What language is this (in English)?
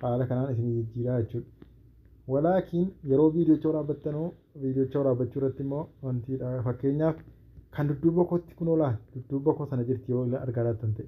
Oromo